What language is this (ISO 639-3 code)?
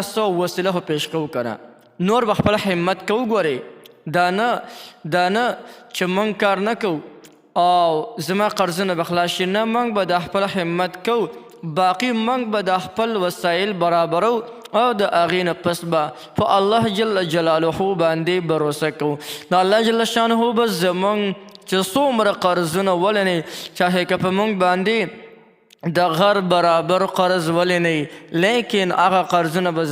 pus